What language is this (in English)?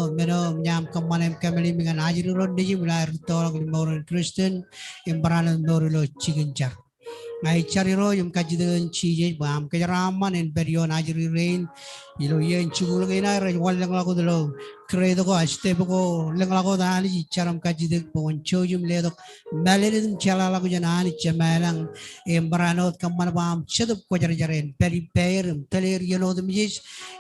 Marshallese